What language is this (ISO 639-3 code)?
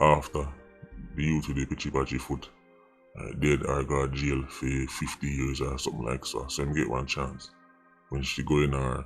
jam